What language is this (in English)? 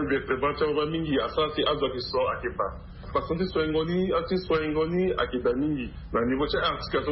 Sango